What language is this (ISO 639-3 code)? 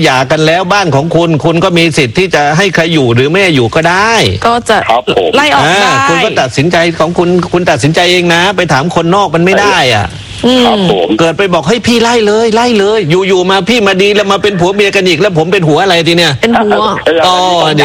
tha